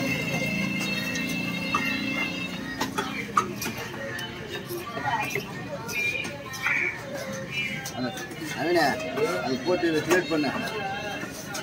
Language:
Tamil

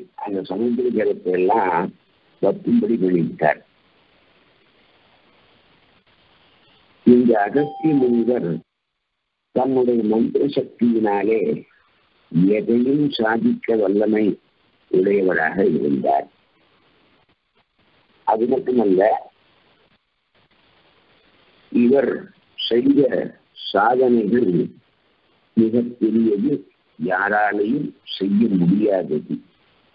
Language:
Tamil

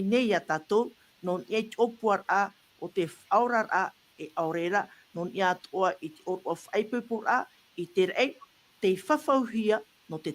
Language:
Tahitian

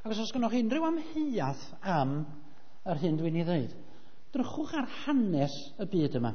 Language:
Welsh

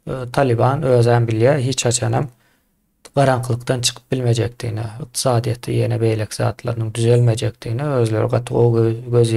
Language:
Turkmen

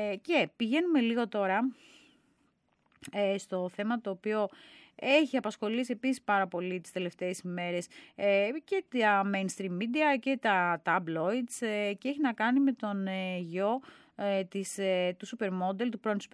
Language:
Greek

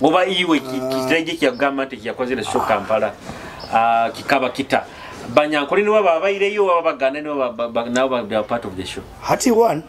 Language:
Nyoro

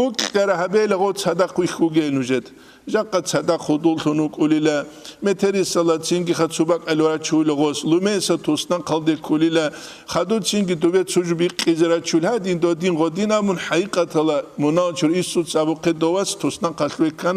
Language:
Avaric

